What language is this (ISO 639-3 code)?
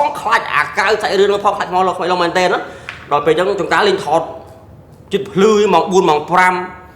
khm